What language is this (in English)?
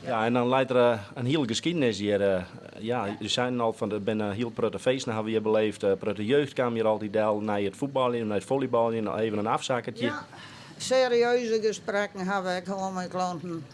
Western Frisian